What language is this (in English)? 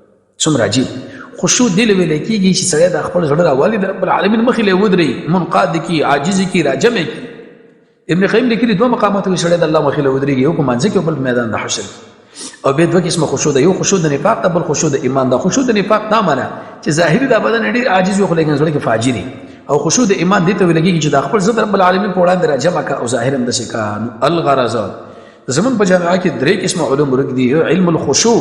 Pashto